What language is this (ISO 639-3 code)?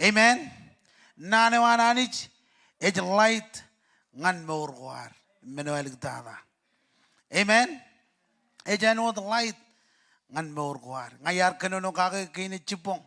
mah